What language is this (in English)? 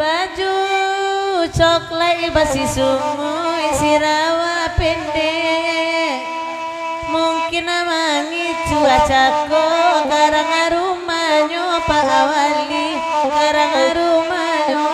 Minangkabau